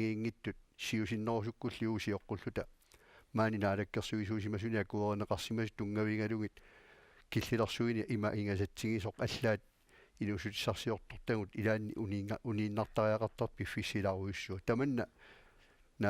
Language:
Kalaallisut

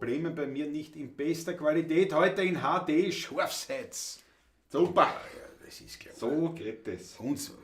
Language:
Bavarian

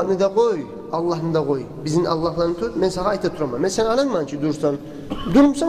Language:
Kumyk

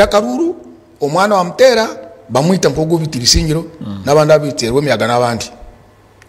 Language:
Nyankole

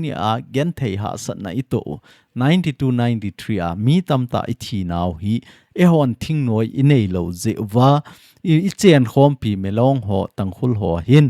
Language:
Thado Chin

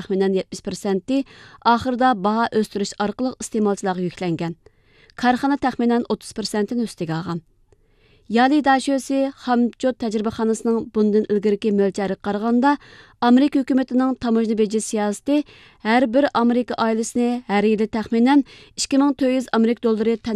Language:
Uyghur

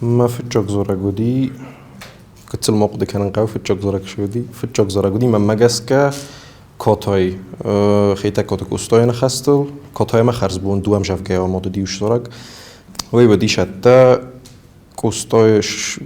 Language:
Ossetic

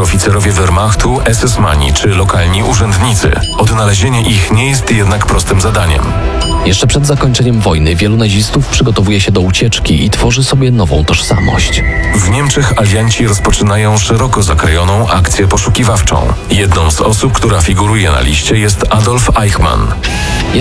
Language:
Polish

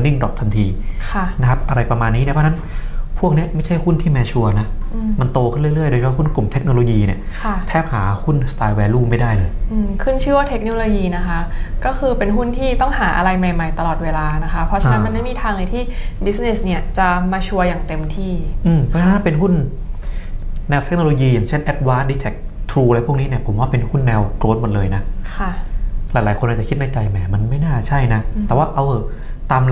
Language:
Thai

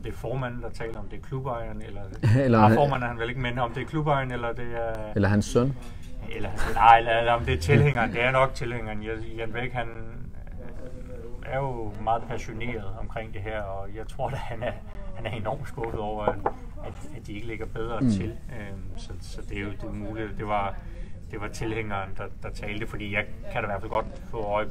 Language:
Danish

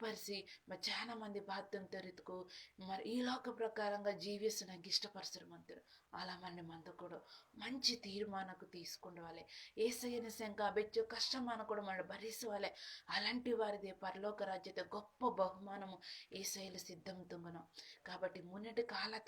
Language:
Koya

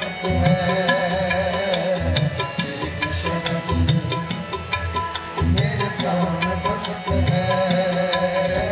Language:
Hindi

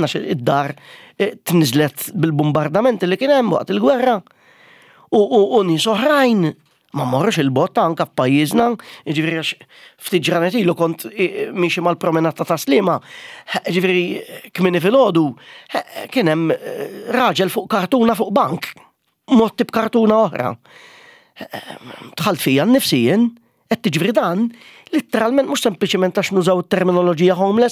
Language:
Maltese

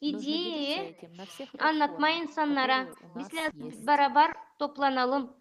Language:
Gagauz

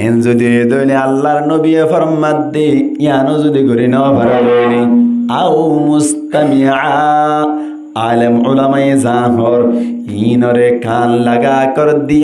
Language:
Rohingya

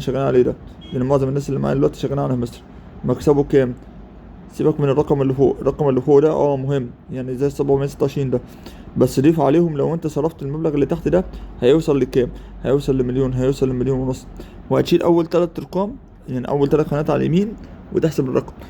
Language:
Egyptian Arabic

